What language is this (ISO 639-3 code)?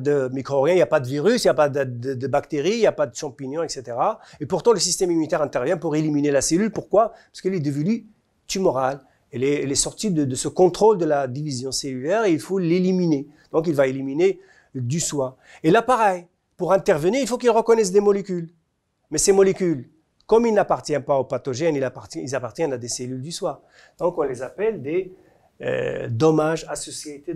fra